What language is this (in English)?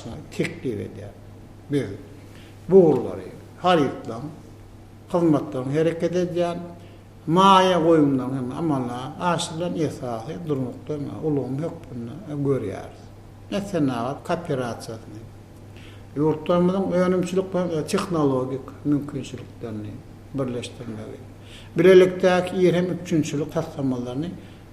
Turkmen